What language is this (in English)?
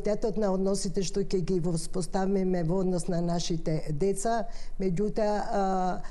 Macedonian